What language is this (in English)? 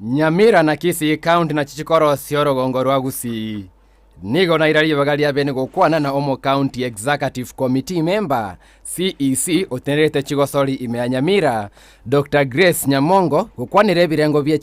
Gusii